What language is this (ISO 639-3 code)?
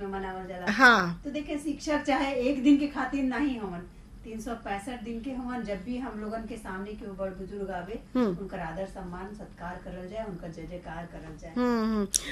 bho